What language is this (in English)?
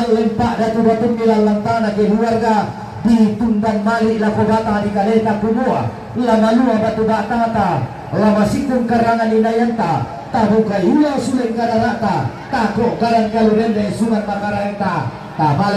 Toraja-Sa'dan